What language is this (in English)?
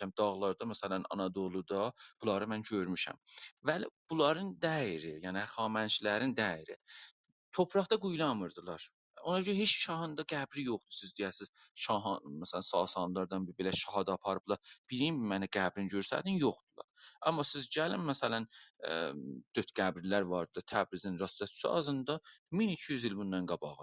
South Azerbaijani